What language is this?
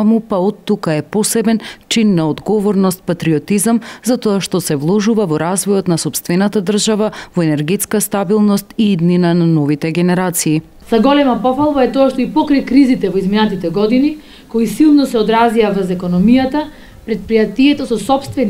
Macedonian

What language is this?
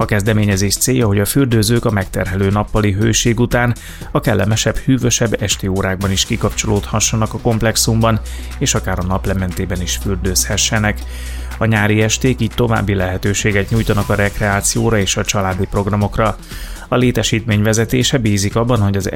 Hungarian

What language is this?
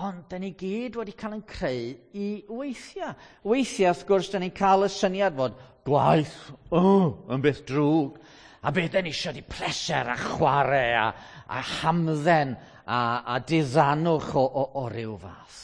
Welsh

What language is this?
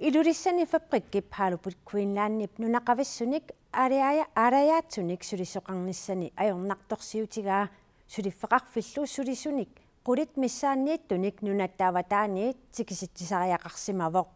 Kalaallisut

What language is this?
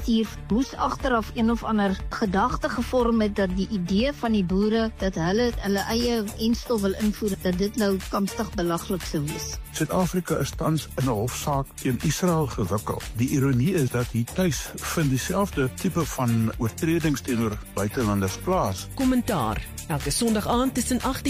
Afrikaans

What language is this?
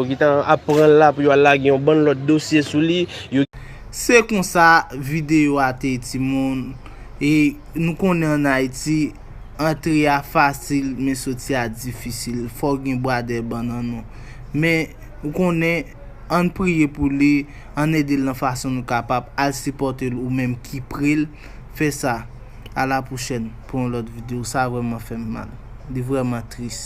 Haitian Creole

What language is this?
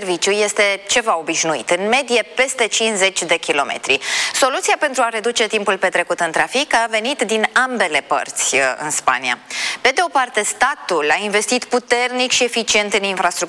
Romanian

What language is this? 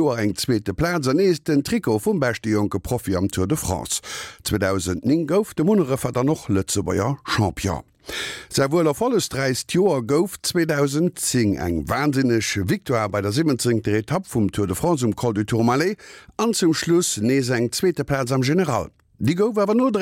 Luxembourgish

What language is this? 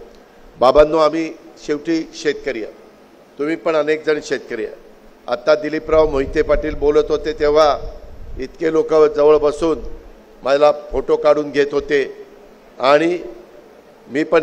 Marathi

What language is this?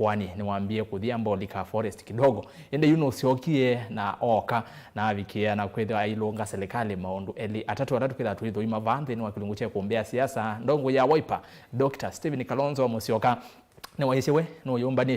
Kamba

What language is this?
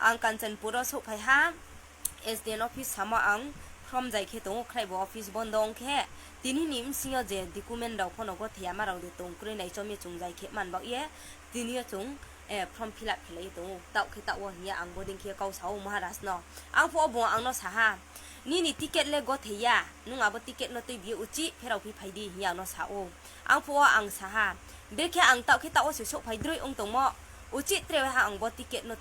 Riang (India)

